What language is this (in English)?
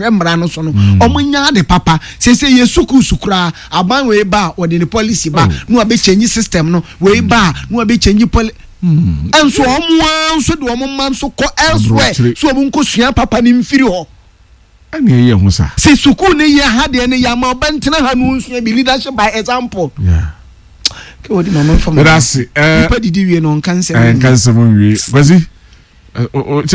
Akan